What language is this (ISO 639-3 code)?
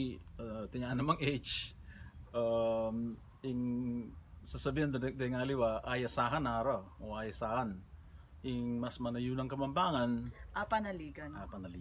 pam